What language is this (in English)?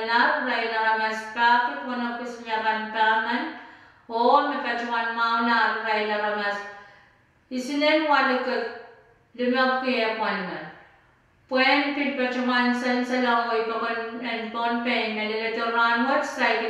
Pohnpeian